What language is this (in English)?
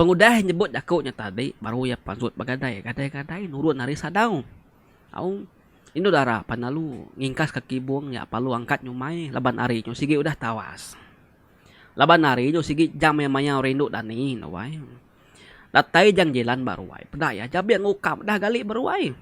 Iban